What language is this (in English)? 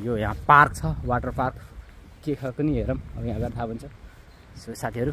Nepali